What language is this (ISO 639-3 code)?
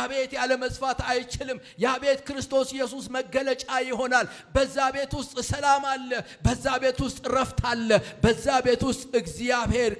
amh